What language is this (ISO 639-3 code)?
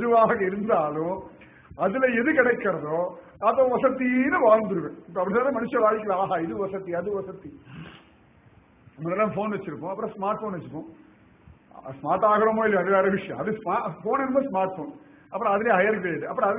tam